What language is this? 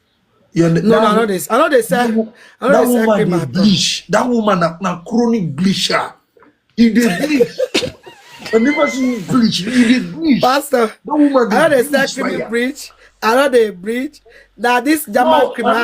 Nigerian Pidgin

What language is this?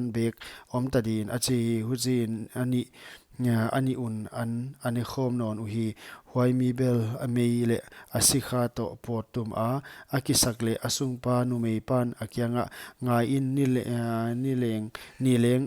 Paite Chin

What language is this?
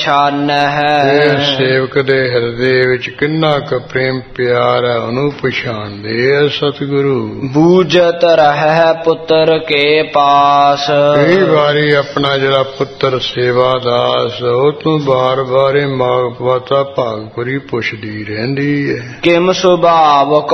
Punjabi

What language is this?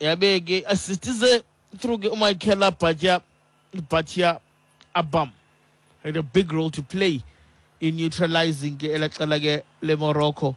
Xhosa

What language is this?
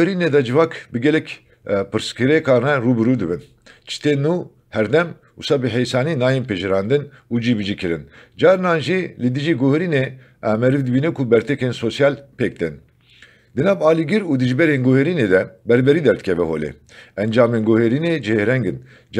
Kurdish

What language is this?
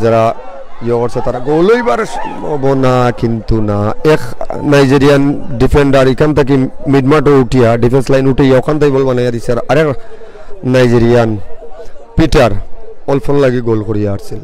Sylheti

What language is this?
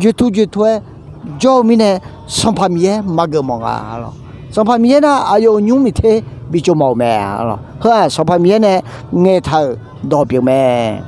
Akha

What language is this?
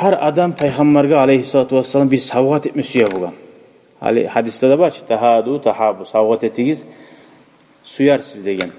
Kumyk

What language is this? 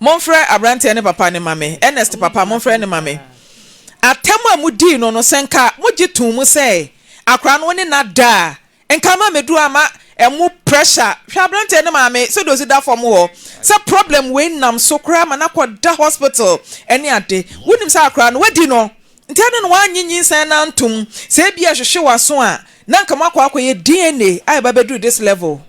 Akan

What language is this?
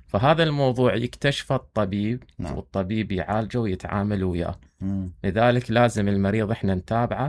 Mesopotamian Arabic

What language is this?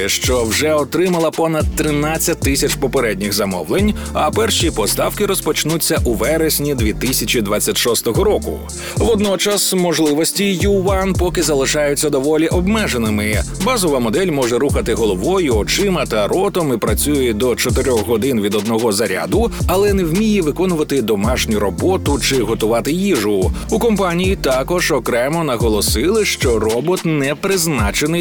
Ukrainian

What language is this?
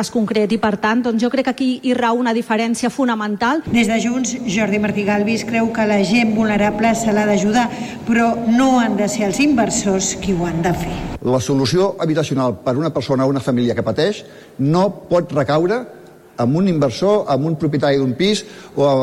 Catalan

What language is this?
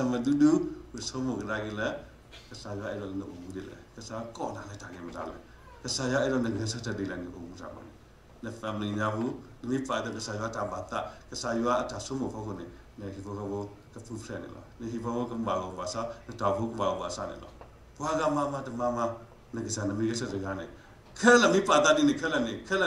S'gaw Karen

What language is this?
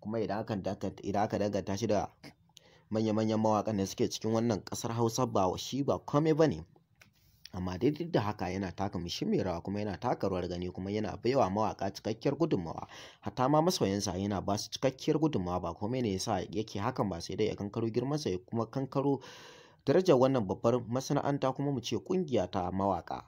Hausa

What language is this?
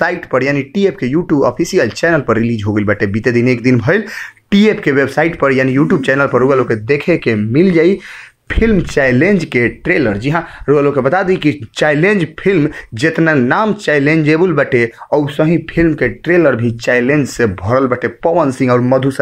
Bhojpuri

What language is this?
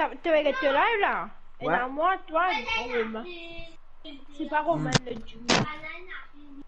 Morisyen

